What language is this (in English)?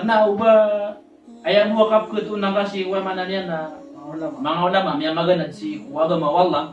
Maranao